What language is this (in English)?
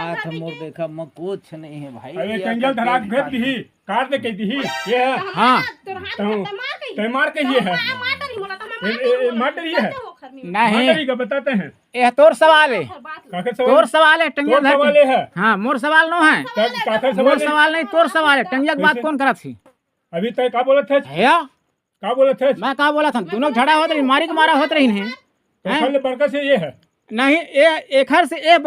Chhattisgarhi